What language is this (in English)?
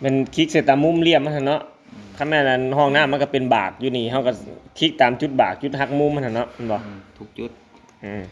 Lao